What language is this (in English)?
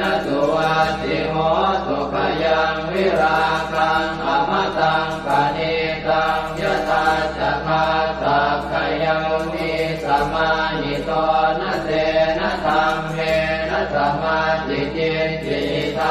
Pali